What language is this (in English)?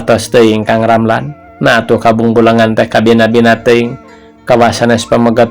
Sundanese